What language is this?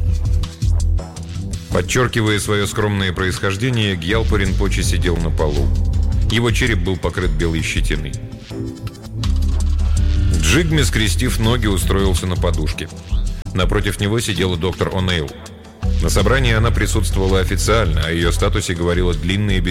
Russian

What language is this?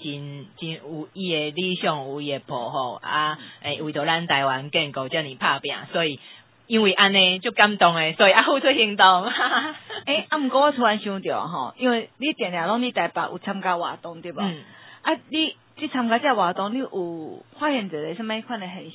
Min Nan Chinese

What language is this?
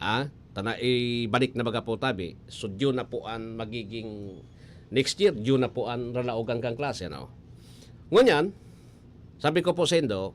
Bikol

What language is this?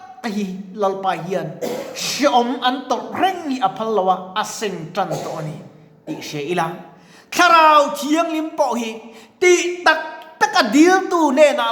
Mizo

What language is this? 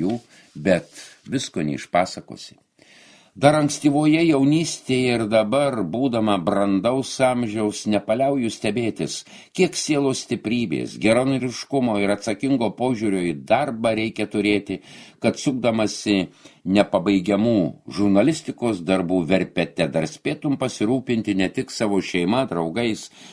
Lithuanian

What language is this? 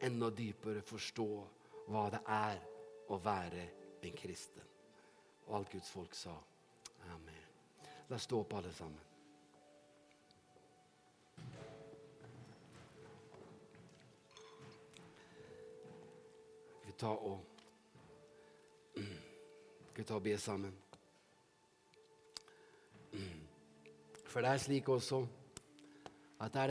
Norwegian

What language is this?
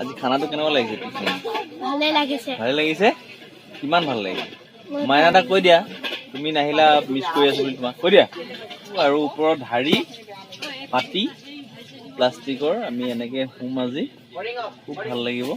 Assamese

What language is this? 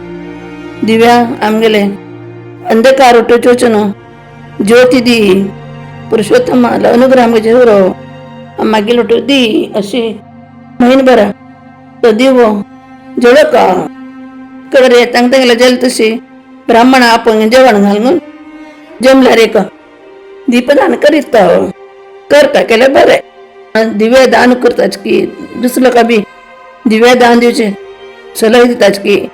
Konkani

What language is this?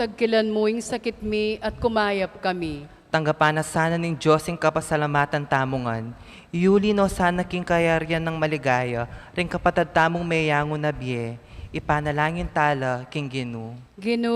Pampanga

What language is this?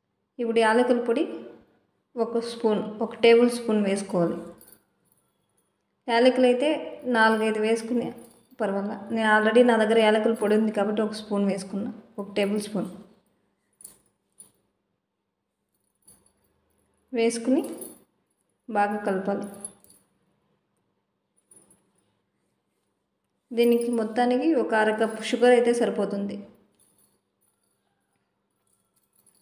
Telugu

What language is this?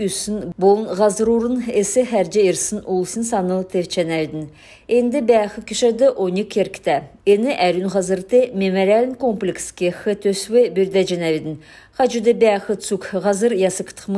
Kalmyk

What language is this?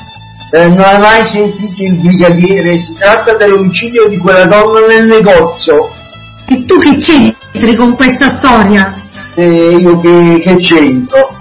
Italian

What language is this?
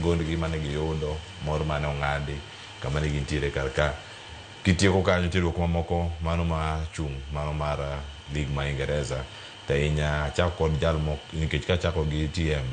Luo (Kenya and Tanzania)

